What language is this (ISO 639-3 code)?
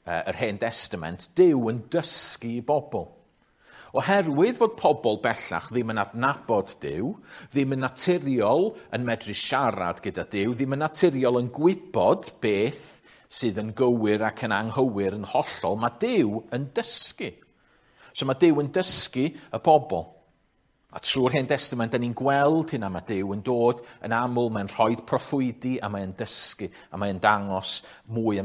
cym